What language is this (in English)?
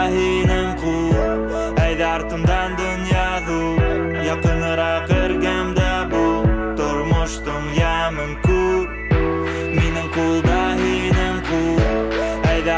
Bashkir